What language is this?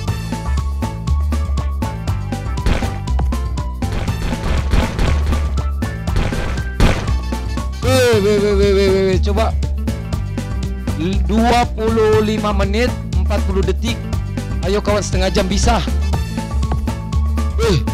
Indonesian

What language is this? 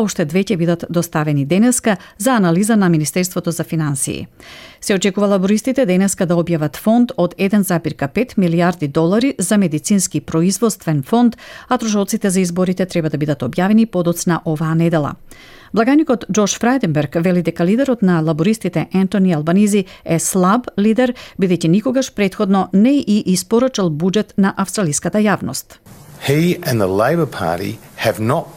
Macedonian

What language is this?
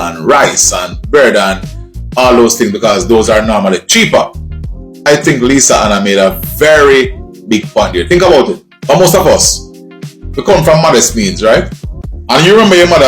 Jamaican Creole English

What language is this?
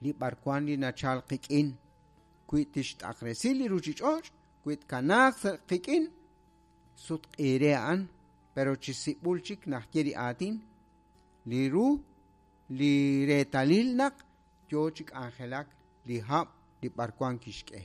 Kekchí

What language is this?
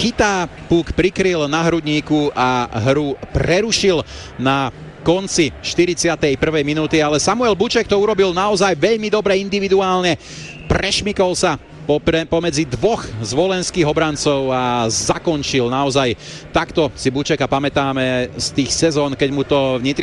Slovak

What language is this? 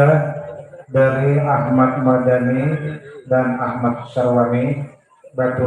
Banjar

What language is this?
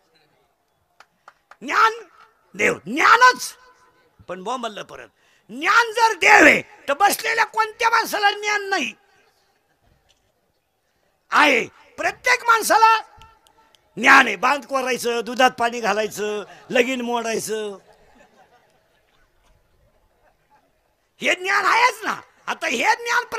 Marathi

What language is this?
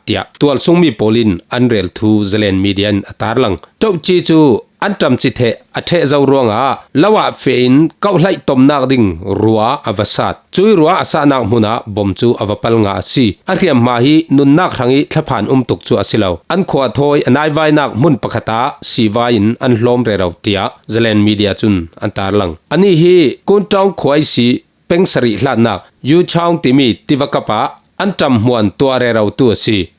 Falam Chin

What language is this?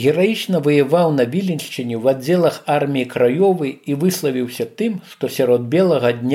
Belarusian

